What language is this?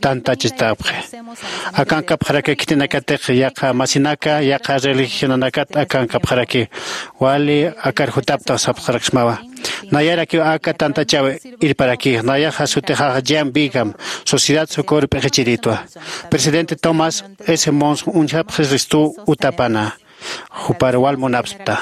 Aymara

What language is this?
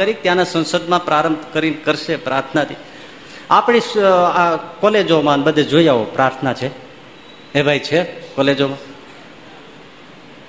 Gujarati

